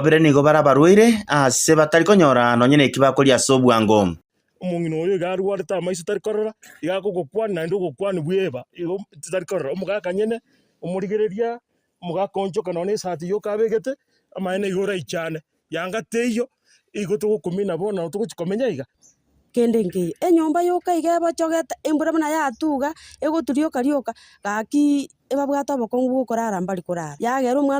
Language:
Gusii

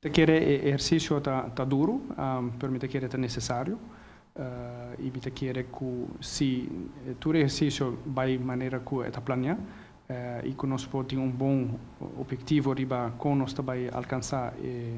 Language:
Papiamento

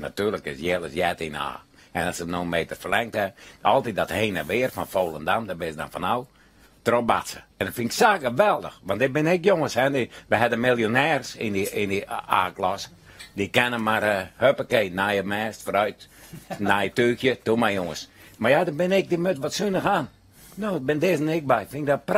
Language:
Western Frisian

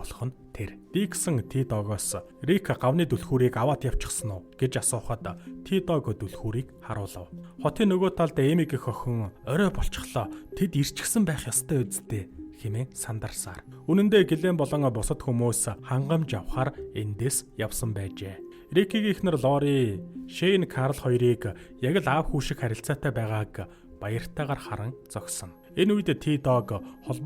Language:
Mongolian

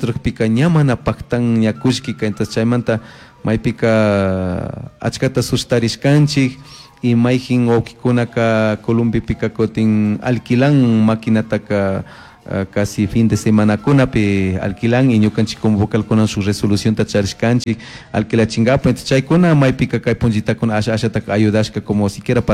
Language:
Chimborazo Highland Quichua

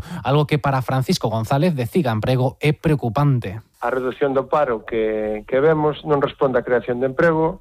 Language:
Galician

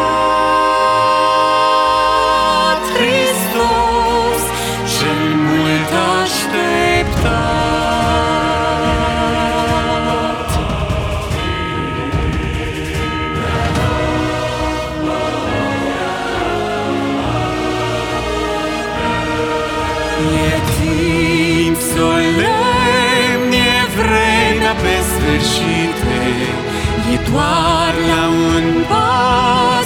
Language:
Romanian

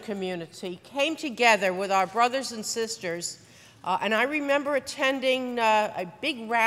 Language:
English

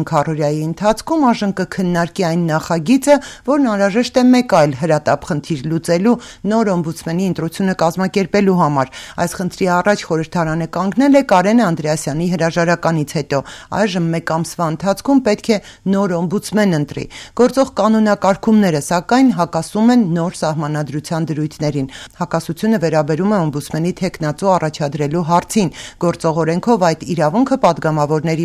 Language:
Armenian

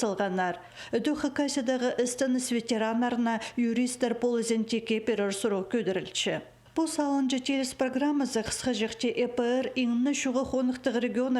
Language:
Khakas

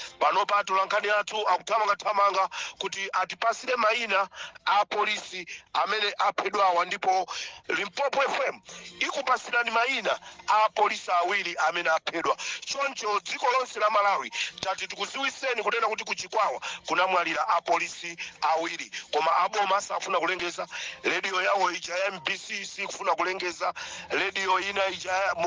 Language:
Nyanja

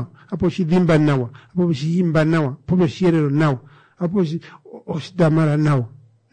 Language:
Kuanyama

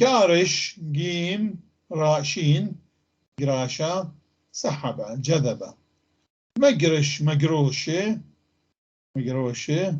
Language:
North Levantine Arabic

